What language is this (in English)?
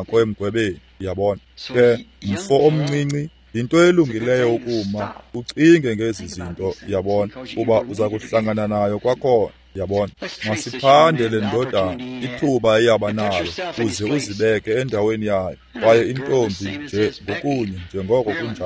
Xhosa